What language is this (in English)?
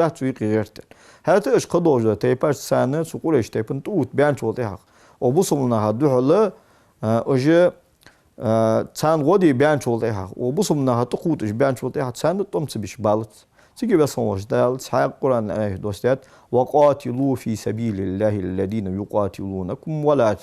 Ingush